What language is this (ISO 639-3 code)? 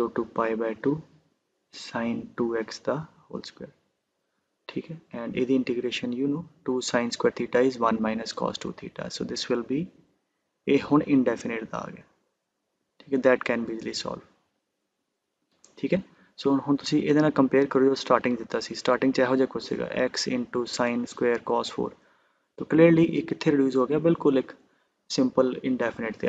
pan